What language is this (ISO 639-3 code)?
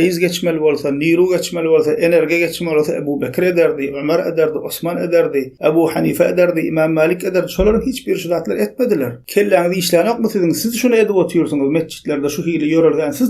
tuk